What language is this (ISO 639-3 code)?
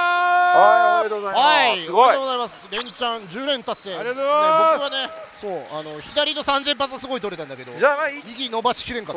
jpn